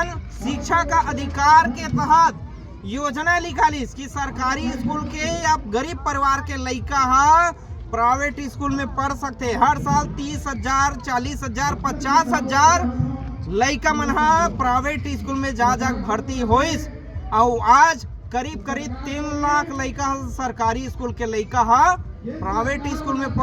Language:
Chhattisgarhi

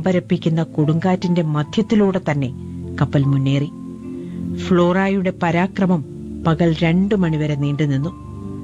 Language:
Malayalam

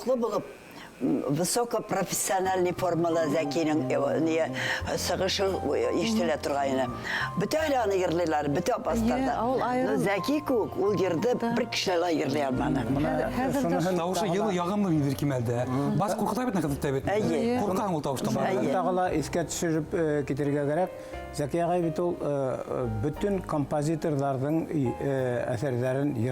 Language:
Bashkir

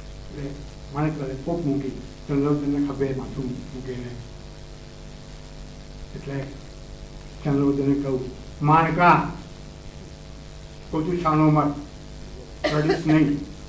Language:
Gujarati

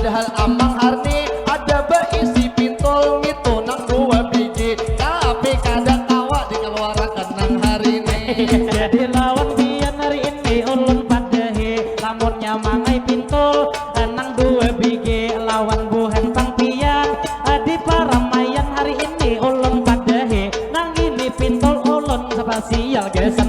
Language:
Banjar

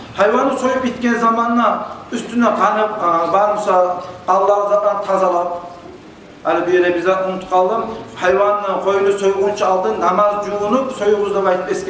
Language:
Kumyk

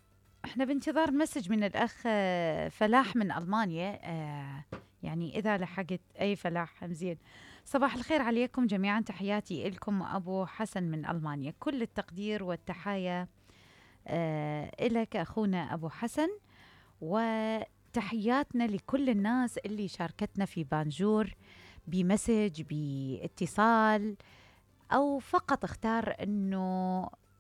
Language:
Mesopotamian Arabic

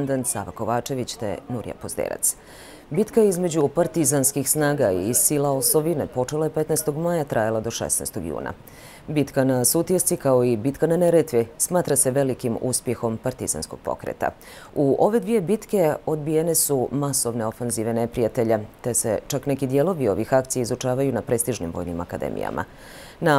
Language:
Bosnian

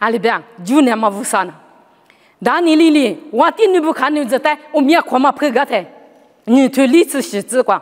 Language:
Lisu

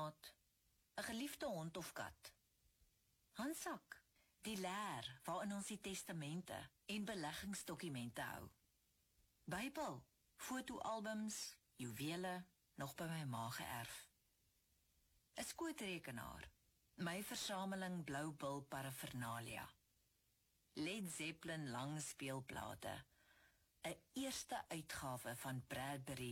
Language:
Afrikaans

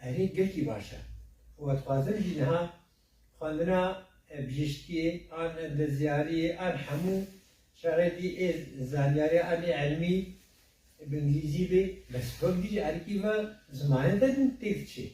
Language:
Kurdish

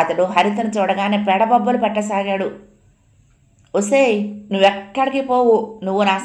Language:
Telugu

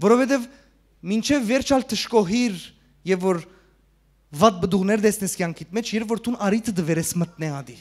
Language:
Western Armenian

